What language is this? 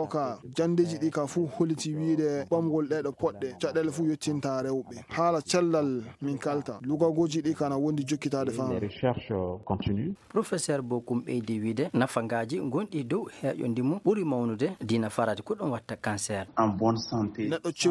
Fula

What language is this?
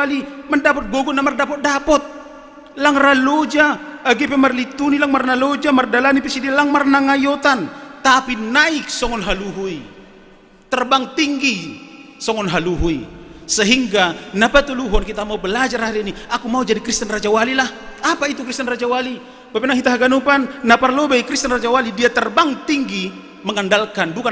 Batak Simalungun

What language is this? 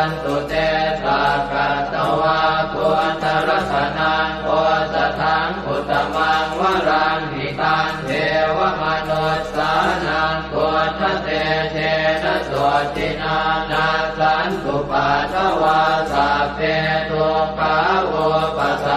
Pali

